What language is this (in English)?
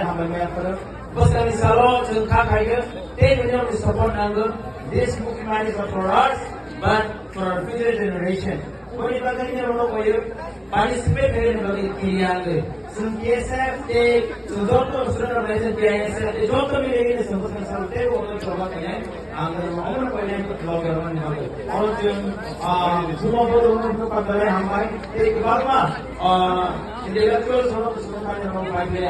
Kok Borok